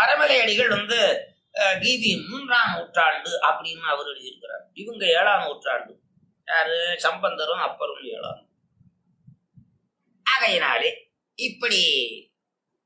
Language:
Tamil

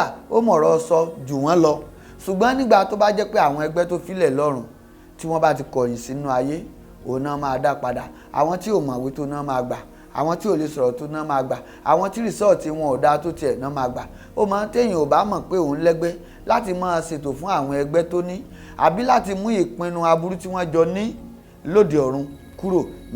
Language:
Yoruba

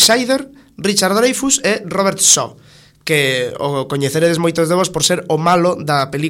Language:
Galician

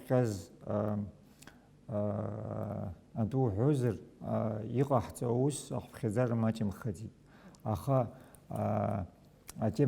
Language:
Abkhazian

